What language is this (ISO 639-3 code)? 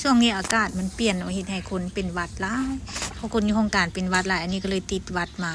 lao